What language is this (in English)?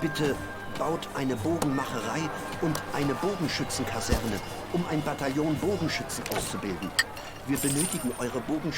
Bavarian